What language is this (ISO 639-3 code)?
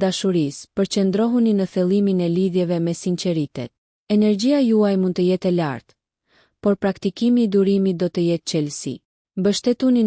sqi